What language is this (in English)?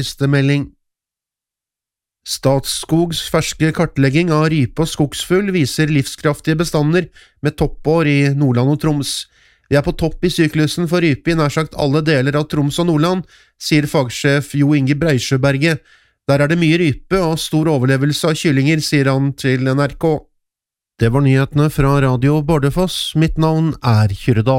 Norwegian